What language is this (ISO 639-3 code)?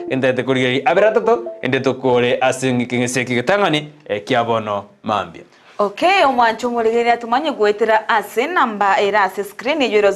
guz